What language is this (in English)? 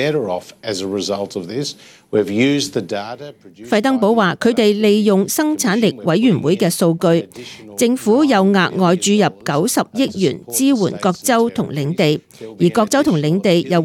Cantonese